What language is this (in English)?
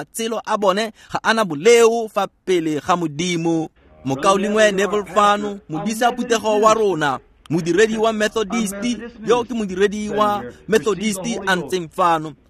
Tswana